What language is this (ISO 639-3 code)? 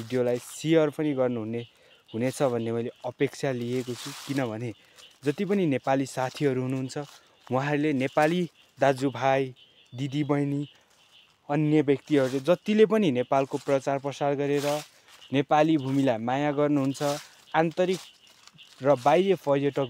nep